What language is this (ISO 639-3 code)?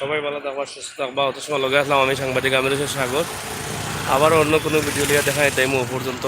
syl